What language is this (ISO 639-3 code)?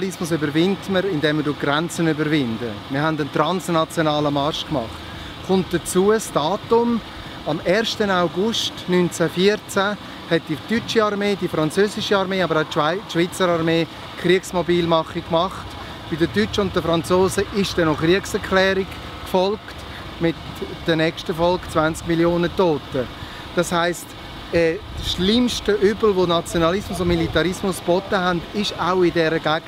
gsw